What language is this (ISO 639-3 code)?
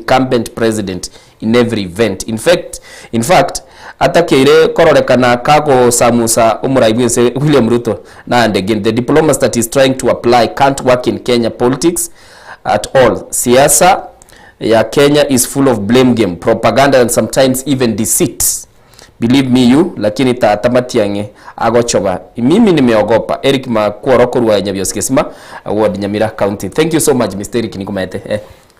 guz